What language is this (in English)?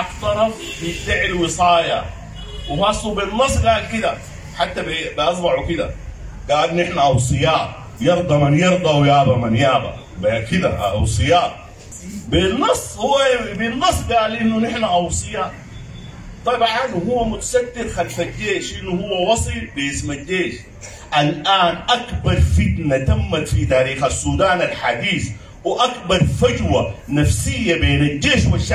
Sudanese Arabic